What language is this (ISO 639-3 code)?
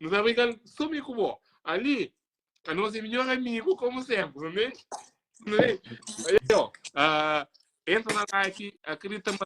kea